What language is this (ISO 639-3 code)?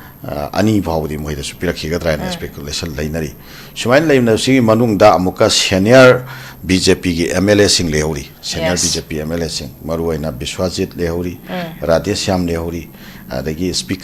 mni